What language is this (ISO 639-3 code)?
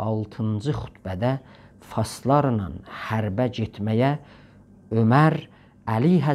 azb